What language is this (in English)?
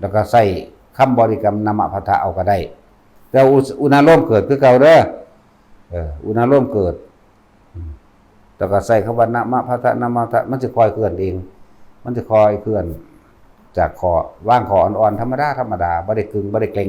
Northeastern Thai